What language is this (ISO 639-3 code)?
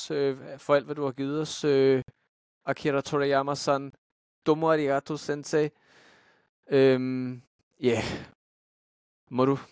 dan